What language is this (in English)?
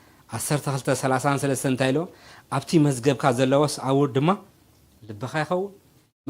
Tigrinya